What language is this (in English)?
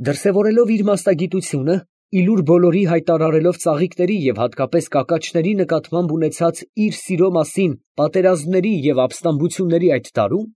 Armenian